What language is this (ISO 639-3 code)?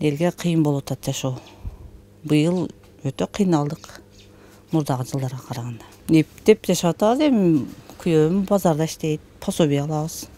kir